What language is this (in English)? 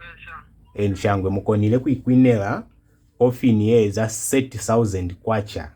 Lozi